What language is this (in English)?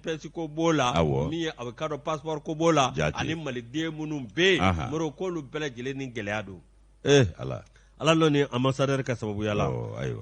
Bambara